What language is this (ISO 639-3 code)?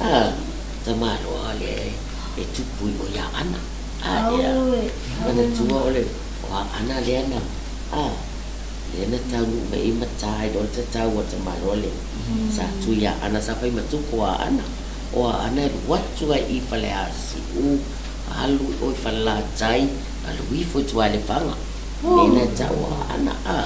smo